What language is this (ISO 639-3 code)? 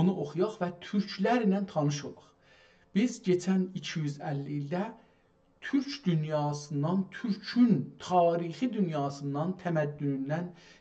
azb